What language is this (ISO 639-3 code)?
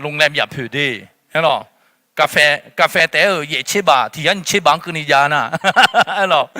ahk